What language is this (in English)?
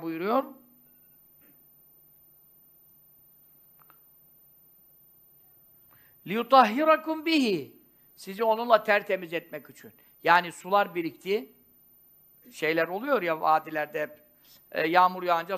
Turkish